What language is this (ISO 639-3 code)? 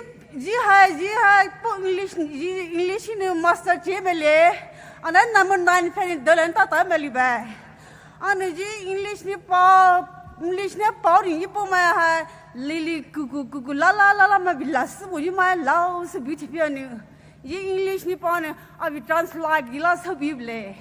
pmx